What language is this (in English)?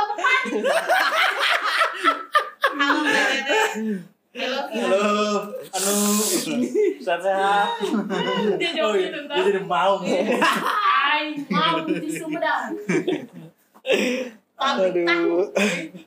Indonesian